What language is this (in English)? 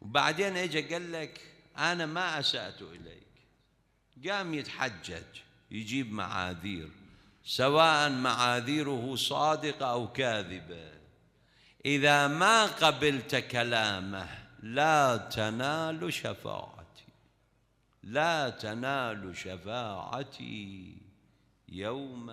Mesopotamian Arabic